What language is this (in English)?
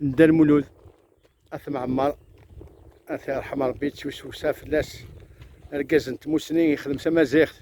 Kabyle